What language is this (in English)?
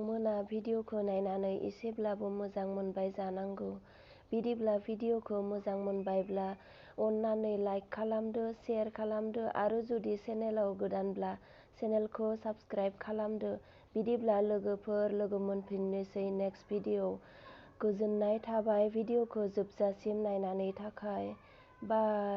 Bodo